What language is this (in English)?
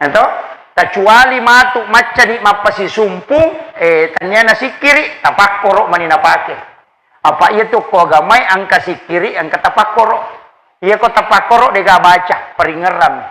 Buginese